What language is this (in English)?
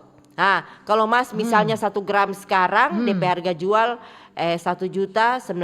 Manado Malay